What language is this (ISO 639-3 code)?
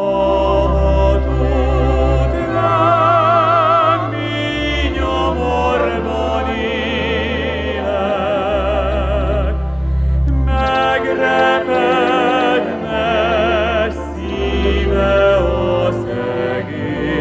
hun